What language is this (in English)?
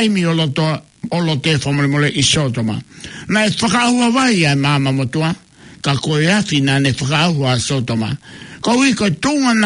Tongan